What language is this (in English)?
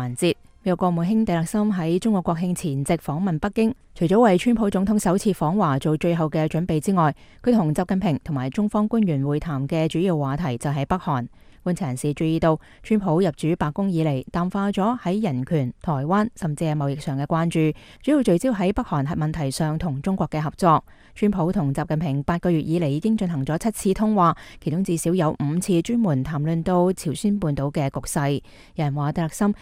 Cantonese